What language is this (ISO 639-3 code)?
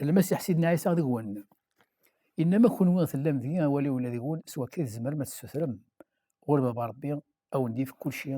kab